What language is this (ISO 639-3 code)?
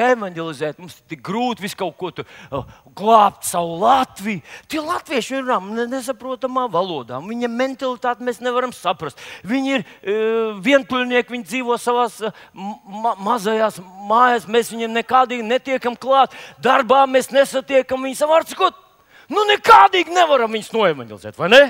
lav